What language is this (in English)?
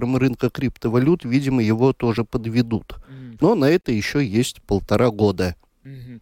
Russian